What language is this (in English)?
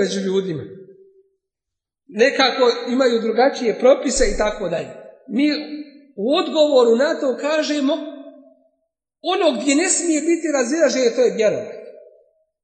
Bosnian